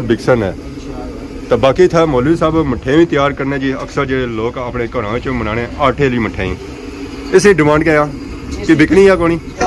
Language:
Pahari-Potwari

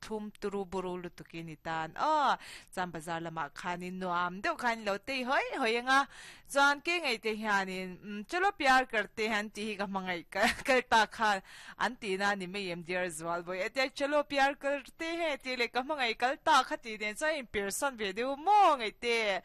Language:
Mizo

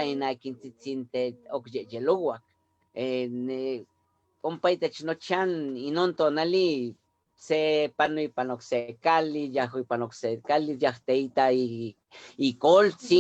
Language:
Eastern Huasteca Nahuatl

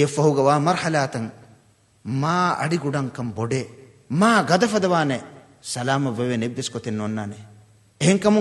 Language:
Divehi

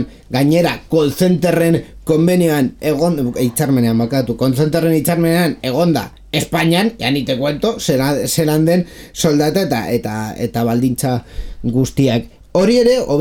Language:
Basque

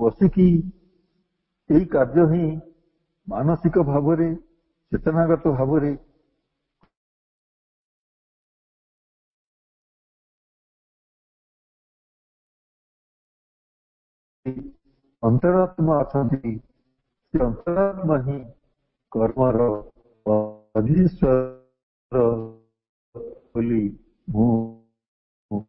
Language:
Odia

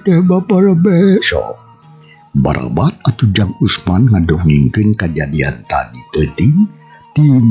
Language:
Sundanese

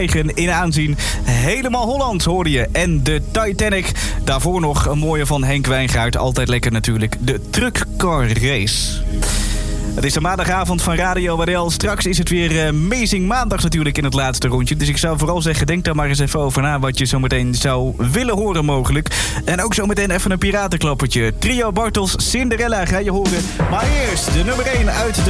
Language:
Dutch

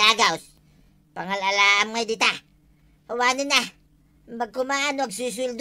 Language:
Iloko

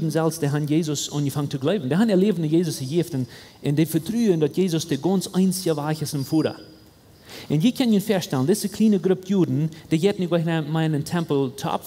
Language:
Plautdietsch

